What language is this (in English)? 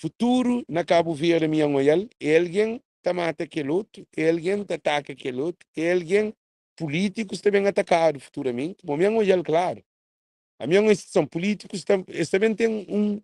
Kabuverdianu